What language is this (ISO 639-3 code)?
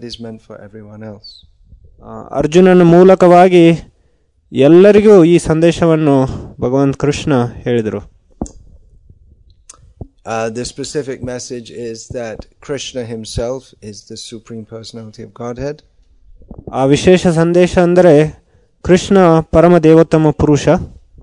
kan